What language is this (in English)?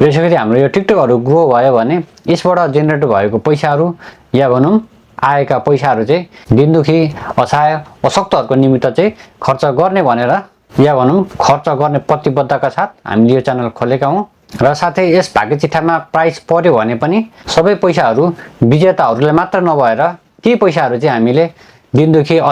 Nepali